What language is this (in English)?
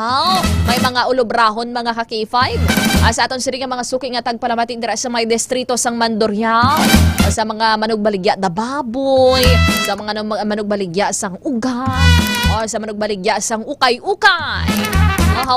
Hiligaynon